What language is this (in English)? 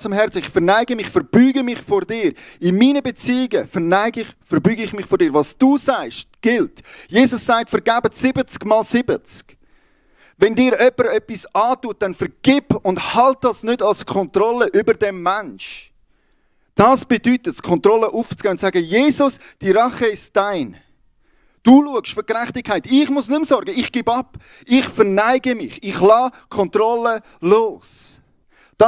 Swiss German